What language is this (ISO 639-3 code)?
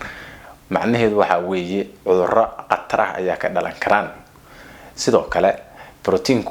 som